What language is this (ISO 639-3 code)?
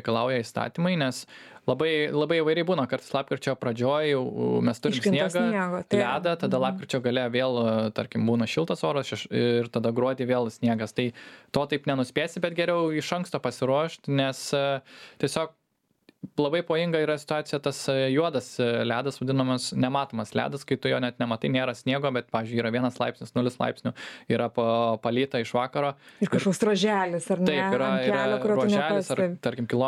lit